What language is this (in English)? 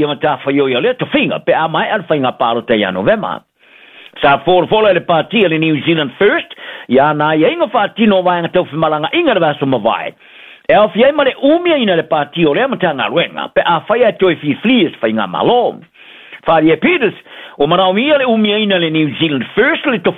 Samoan